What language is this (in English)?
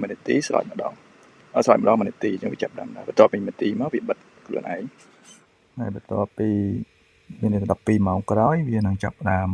Khmer